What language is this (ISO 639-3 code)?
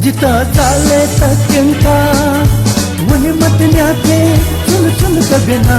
new